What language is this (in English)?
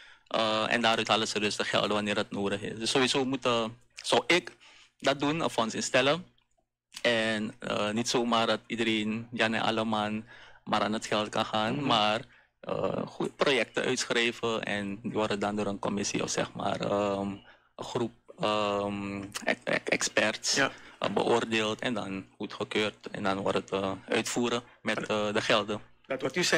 Dutch